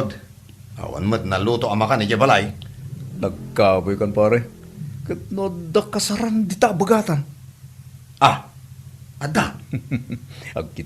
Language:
Iloko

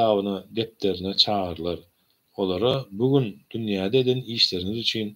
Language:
Turkmen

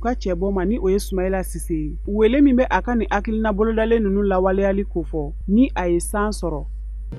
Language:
Bambara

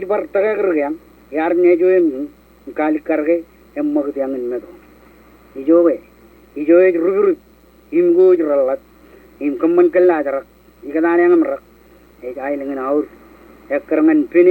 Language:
Marshallese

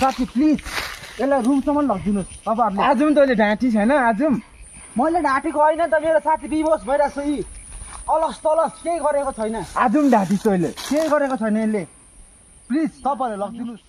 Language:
Nepali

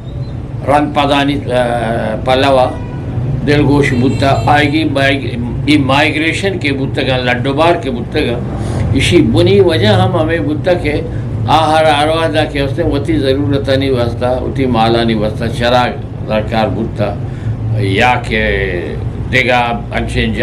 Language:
Eastern Balochi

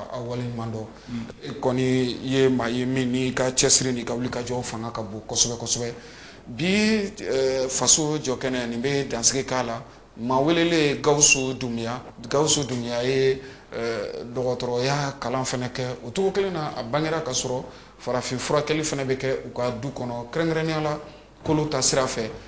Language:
Bambara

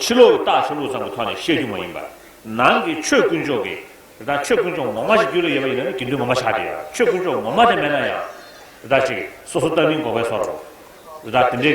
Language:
Tibetan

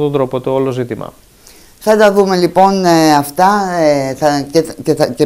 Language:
Greek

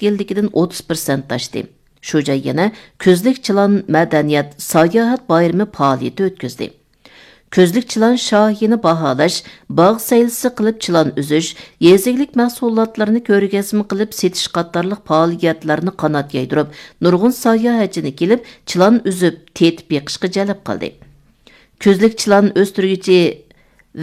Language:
Uyghur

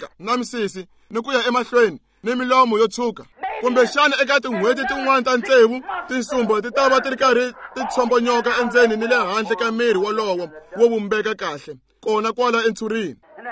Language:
Tsonga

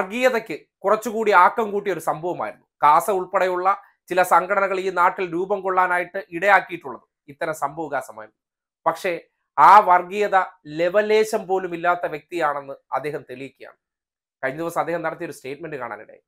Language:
Malayalam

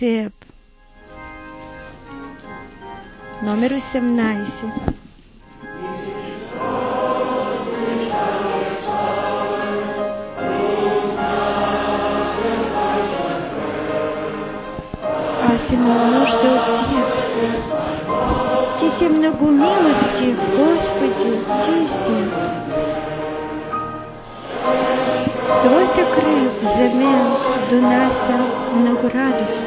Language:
Bulgarian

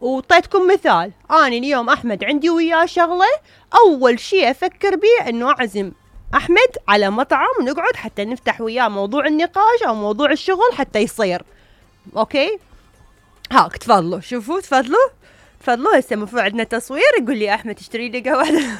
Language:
Mesopotamian Arabic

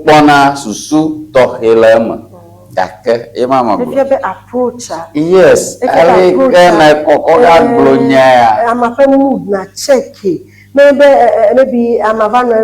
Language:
Ewe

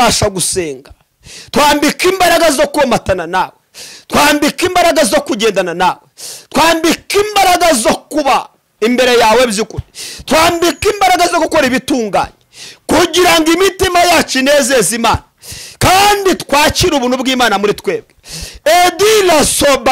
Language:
Kinyarwanda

